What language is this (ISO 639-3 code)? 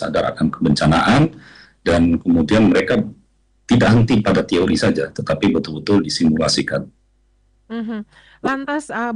ind